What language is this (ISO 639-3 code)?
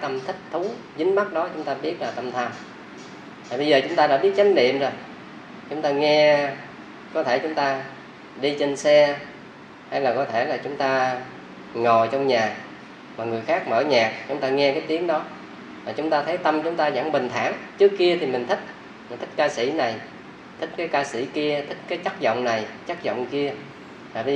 vie